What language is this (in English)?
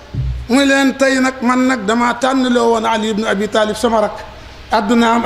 Wolof